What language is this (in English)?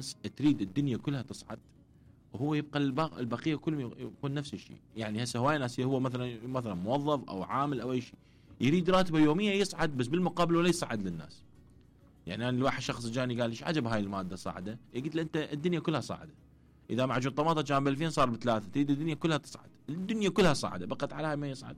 Mesopotamian Arabic